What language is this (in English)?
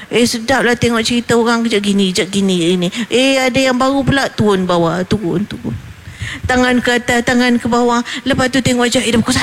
Malay